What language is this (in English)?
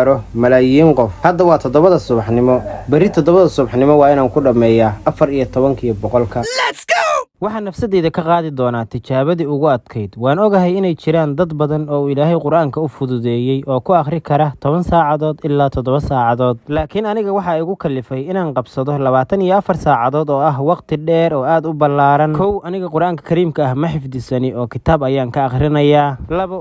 Somali